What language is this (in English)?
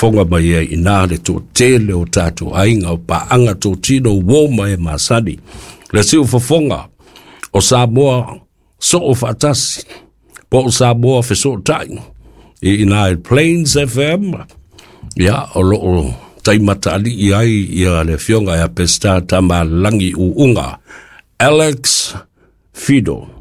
Samoan